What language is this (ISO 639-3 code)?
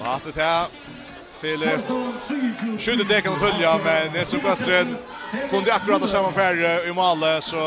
fao